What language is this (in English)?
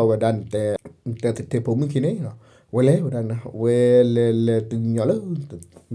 S'gaw Karen